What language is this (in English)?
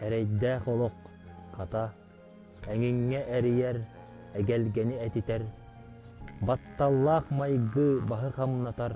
Yakut